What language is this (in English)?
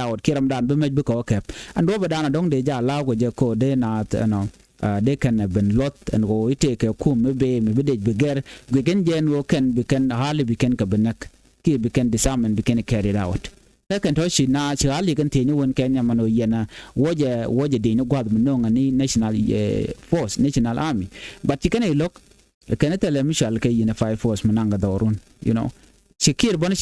Nuer